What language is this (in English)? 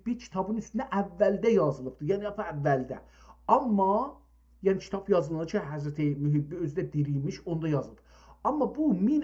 South Azerbaijani